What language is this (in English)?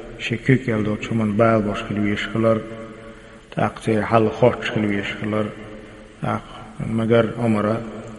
Chechen